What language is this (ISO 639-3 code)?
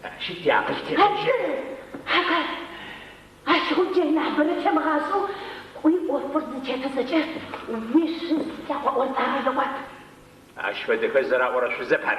ady